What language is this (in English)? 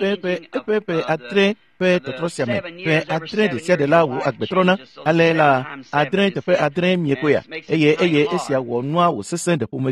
Ewe